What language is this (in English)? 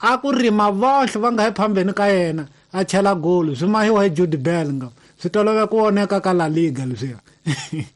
Tsonga